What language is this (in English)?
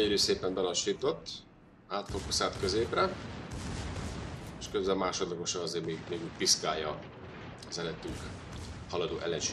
Hungarian